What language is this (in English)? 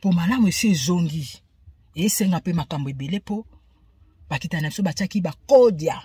Lingala